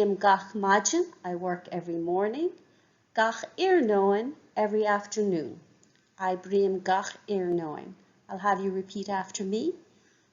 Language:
Irish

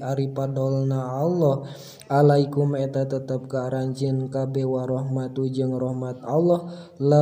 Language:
Sundanese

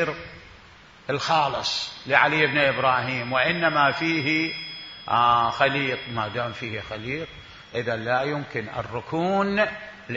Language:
Mesopotamian Arabic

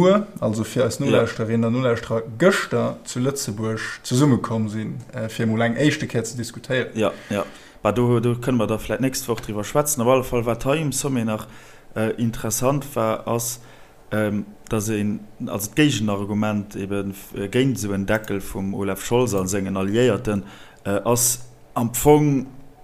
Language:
Luxembourgish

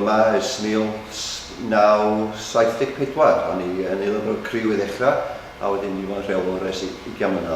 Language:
Welsh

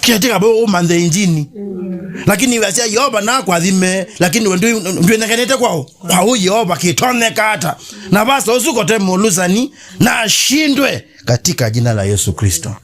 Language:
Kamba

